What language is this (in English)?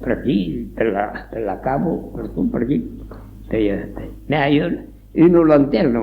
Occitan